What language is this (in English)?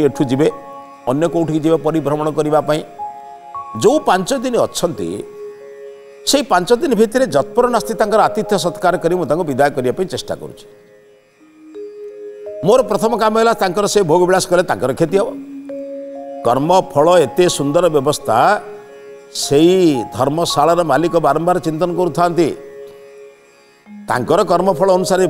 Odia